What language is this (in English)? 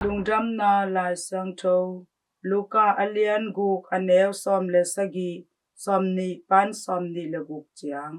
Tedim Chin